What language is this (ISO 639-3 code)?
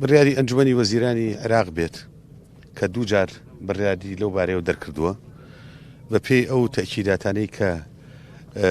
ckb